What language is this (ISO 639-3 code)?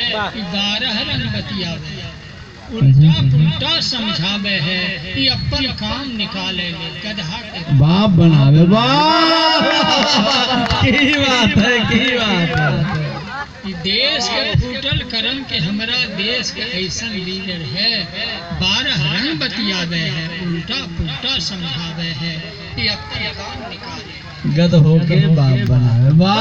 mag